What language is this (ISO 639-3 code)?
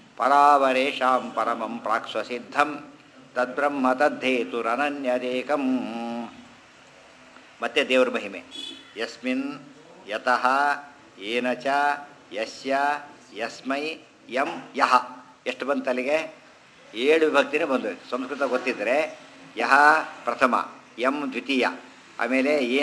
kan